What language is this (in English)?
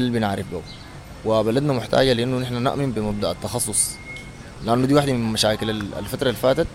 Sudanese Arabic